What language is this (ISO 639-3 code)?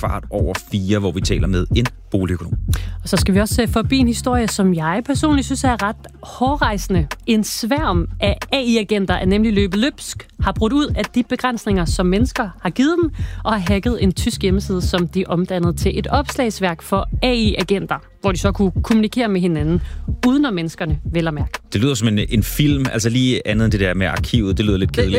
dan